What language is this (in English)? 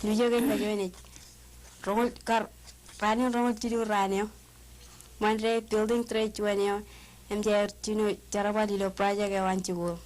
Marshallese